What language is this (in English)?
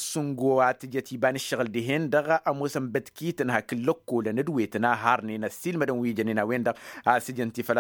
Tamasheq